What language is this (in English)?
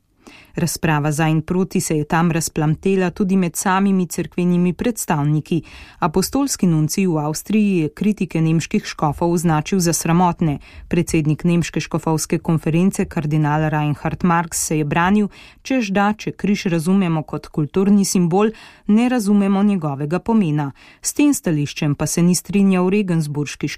Slovenian